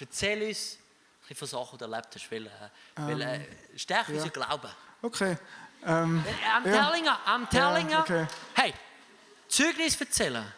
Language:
Swiss German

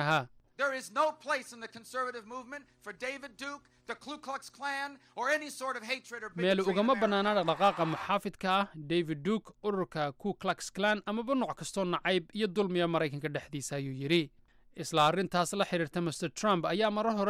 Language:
Somali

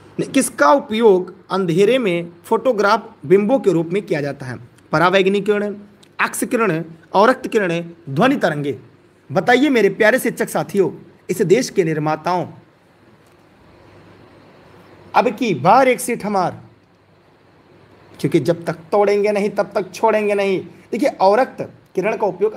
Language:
Hindi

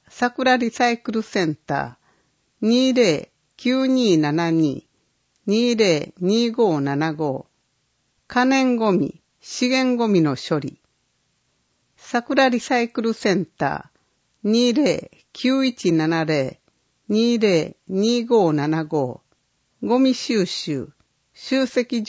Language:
Japanese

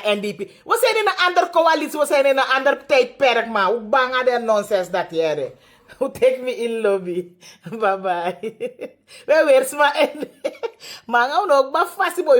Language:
Sranan Tongo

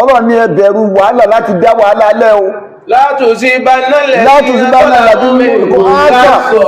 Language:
Yoruba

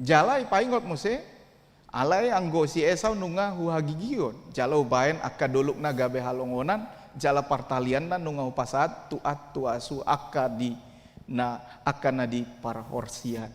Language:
Batak Toba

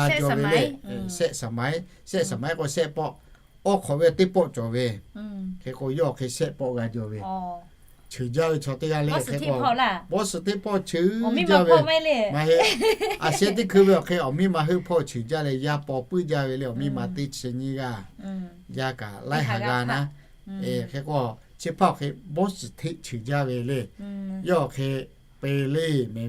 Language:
Lahu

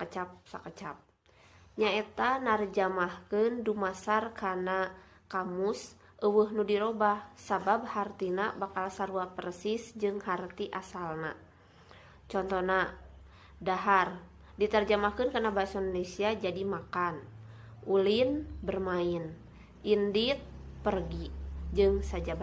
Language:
Sundanese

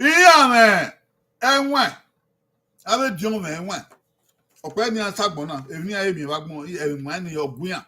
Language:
Bini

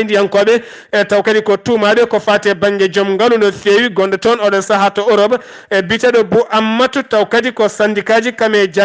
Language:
Fula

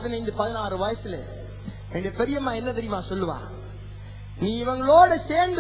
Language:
Tamil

